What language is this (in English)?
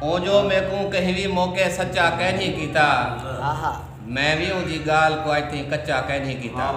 Saraiki